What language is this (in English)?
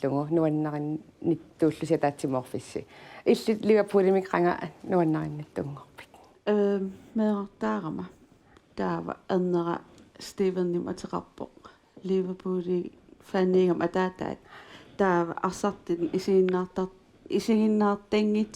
Kalaallisut